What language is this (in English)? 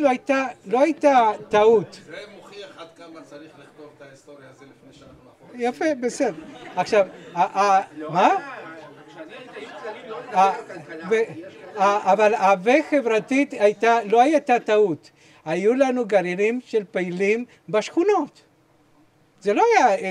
Hebrew